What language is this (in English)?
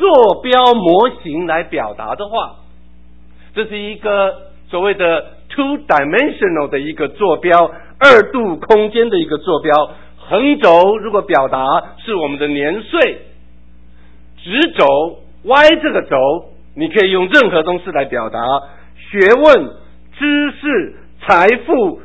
Chinese